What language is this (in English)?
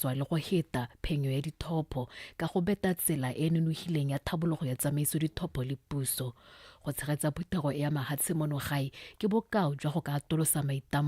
Tswana